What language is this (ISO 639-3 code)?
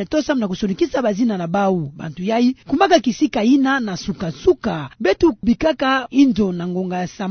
ktu